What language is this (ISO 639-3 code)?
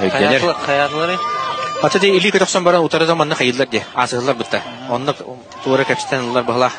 sah